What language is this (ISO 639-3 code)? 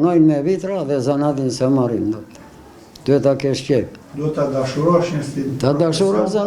sqi